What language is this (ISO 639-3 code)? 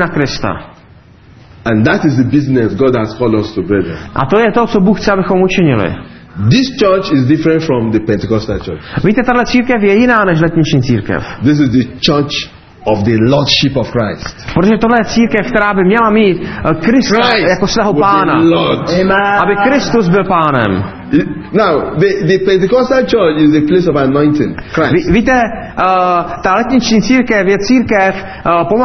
ces